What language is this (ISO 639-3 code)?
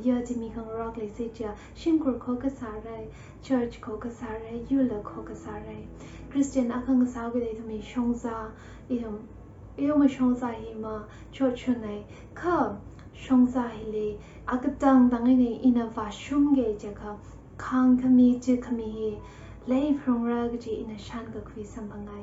nmf